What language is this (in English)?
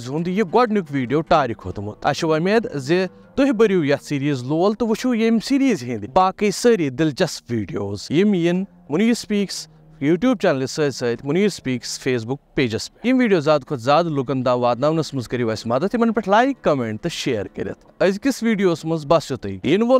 Kashmiri